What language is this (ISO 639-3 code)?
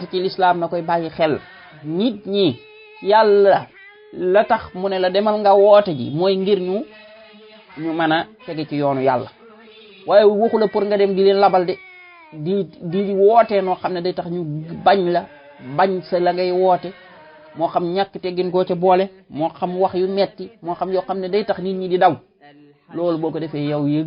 wol